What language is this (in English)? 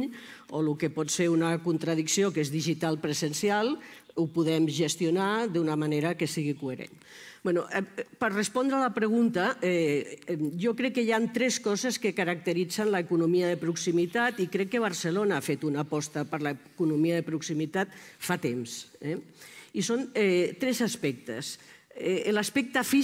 Catalan